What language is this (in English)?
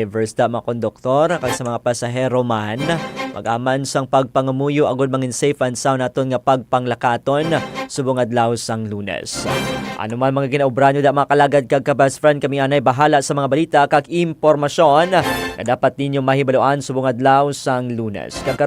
Hiligaynon